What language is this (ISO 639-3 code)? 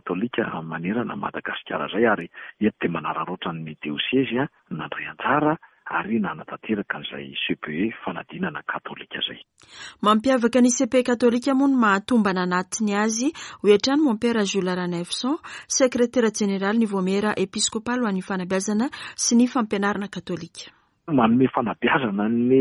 mlg